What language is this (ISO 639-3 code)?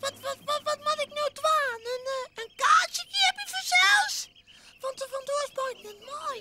fry